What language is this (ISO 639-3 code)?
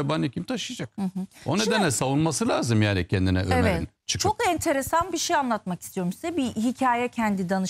tur